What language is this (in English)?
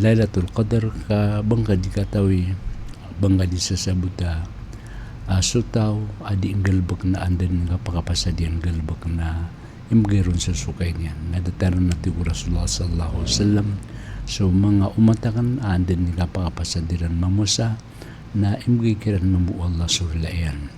Maranao